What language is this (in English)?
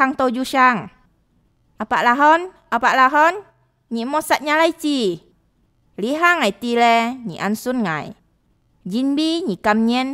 Hakka Chinese